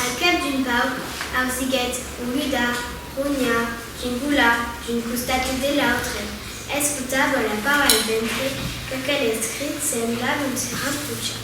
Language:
Occitan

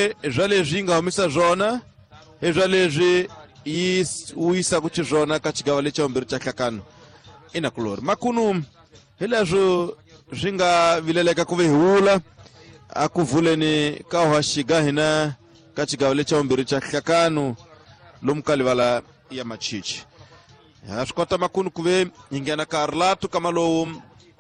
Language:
Tsonga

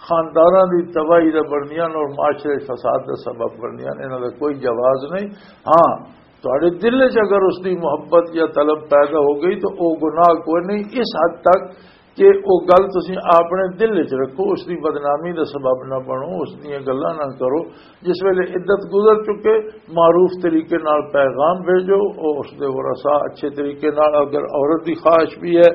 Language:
Western Panjabi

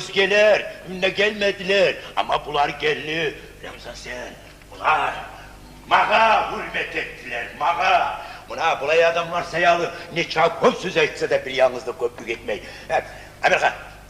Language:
Kumyk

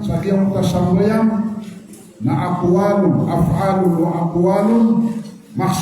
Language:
Maranao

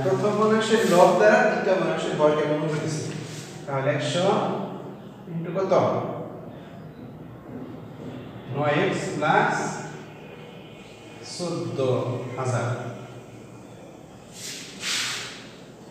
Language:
Bangla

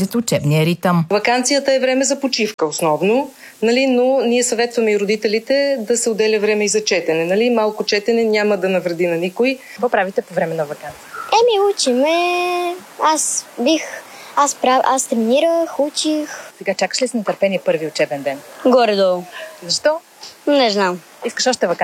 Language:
Bulgarian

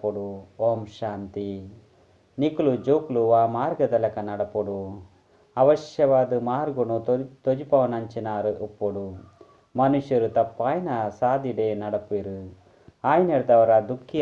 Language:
Tulu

